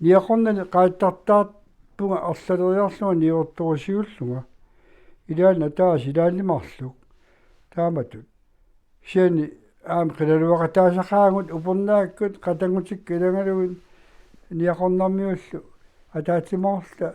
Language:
Kalaallisut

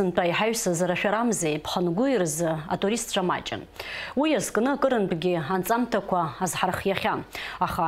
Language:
Abkhazian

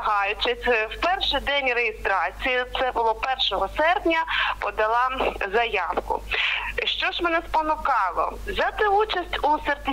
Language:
Ukrainian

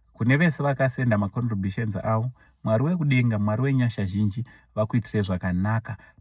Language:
Shona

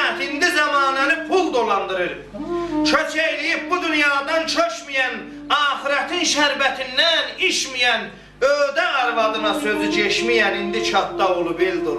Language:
South Azerbaijani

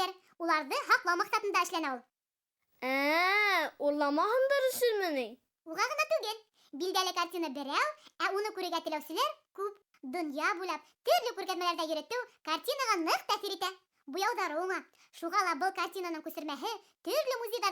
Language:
Bashkir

